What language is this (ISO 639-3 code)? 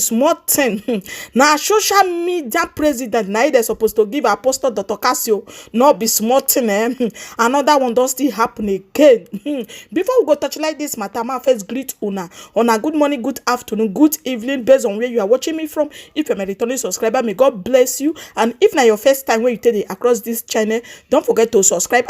pcm